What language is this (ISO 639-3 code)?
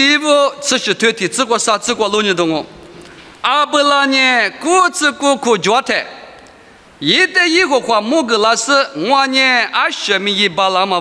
lis